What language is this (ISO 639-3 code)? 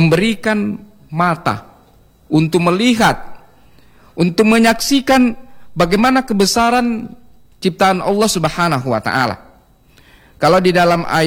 ind